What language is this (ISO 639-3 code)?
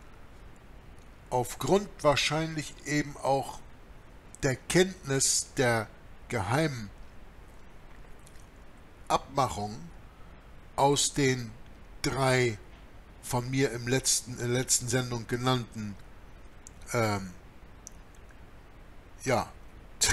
deu